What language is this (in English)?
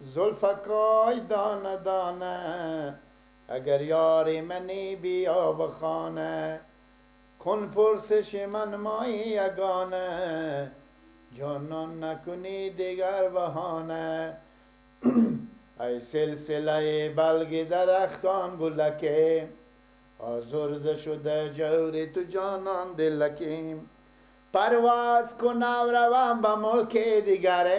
Persian